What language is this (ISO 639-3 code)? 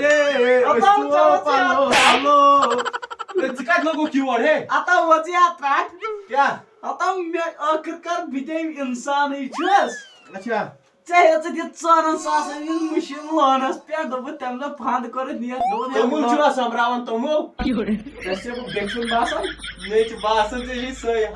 kas